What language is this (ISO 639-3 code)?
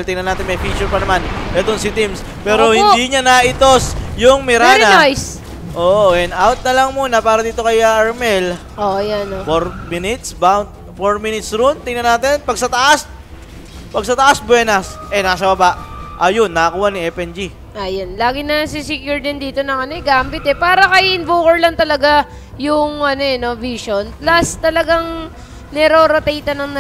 fil